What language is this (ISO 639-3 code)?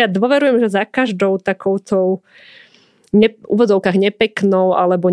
slk